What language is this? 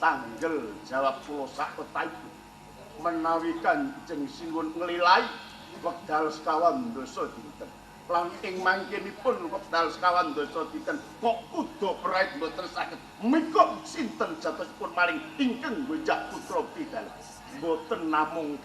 Javanese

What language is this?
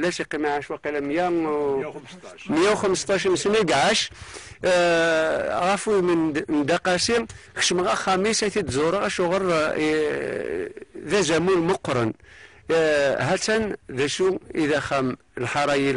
Kabyle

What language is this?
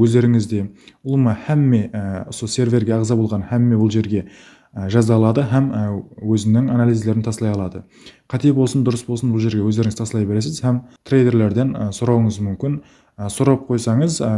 Kara-Kalpak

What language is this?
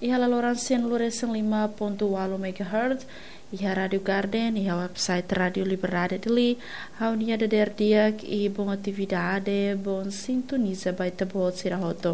Tetum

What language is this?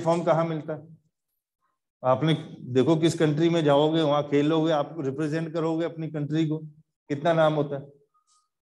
Hindi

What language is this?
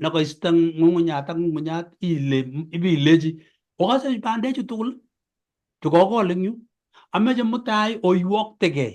Kalenjin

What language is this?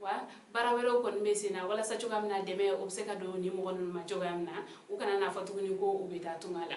Bambara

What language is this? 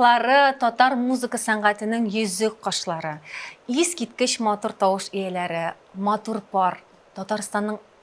Tatar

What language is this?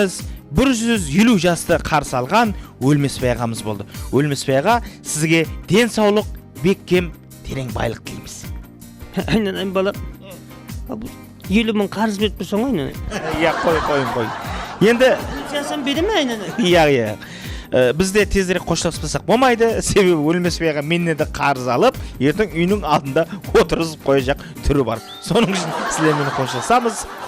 Kara-Kalpak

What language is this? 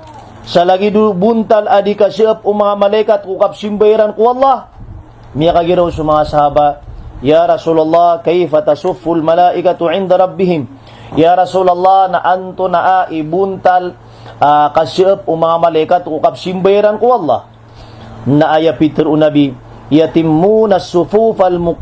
Maranao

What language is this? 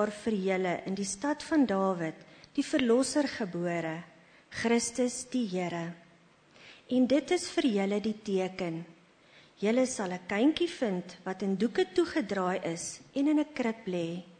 Afrikaans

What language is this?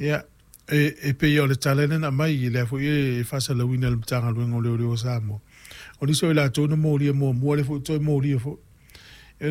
Samoan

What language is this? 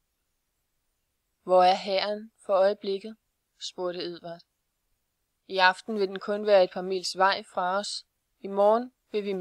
Danish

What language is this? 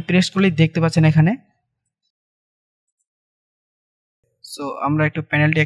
Bangla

